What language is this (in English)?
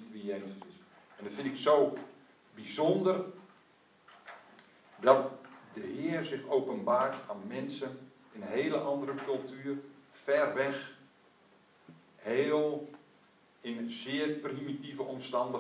Dutch